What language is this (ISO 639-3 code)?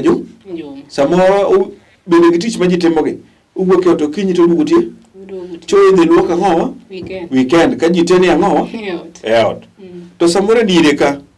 luo